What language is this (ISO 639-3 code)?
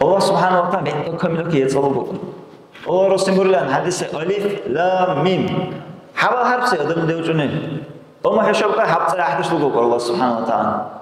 dar